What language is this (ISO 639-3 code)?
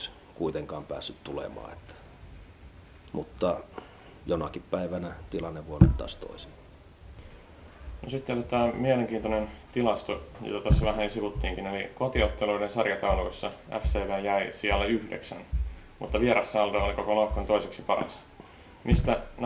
fin